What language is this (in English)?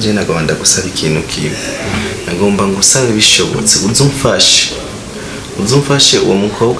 Rundi